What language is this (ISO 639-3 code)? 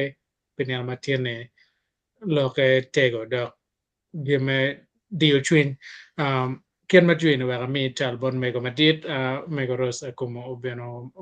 ach